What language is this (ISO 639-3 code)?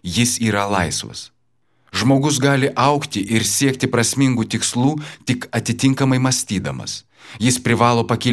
lit